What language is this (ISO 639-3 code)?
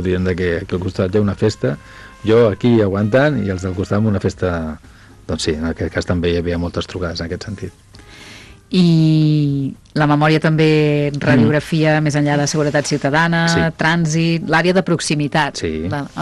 cat